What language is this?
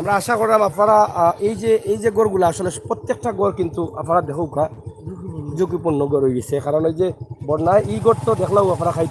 Sylheti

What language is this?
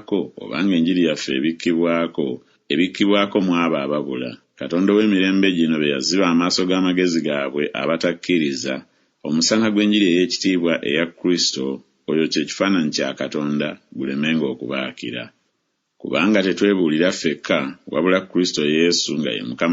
Ganda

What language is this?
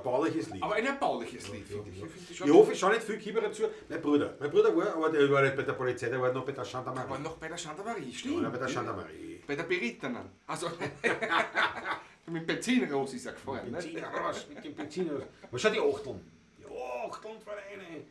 Bavarian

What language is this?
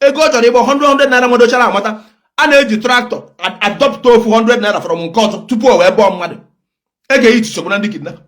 Igbo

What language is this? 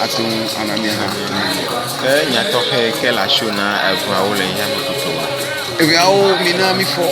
Ewe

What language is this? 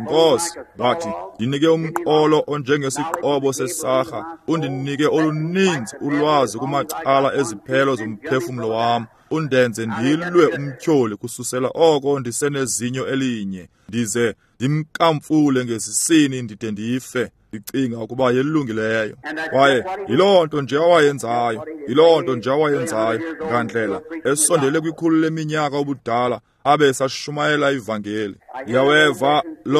Xhosa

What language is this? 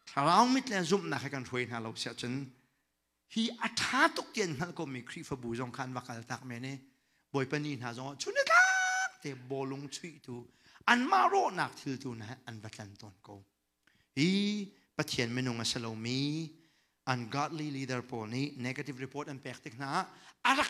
Hakha Chin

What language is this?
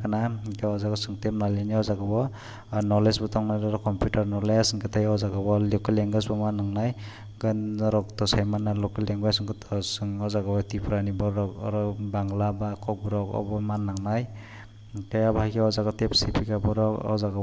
Kok Borok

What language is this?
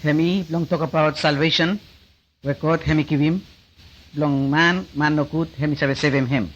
Bislama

